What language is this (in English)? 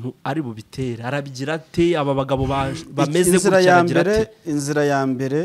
Kinyarwanda